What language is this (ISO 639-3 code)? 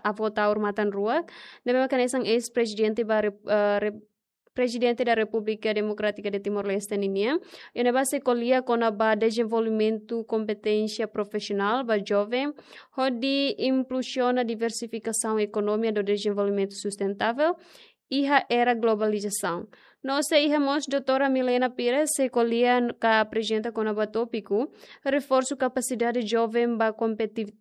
tet